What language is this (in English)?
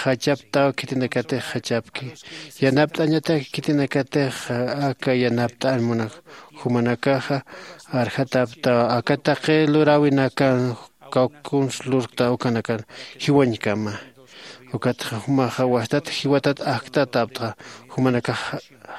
Aymara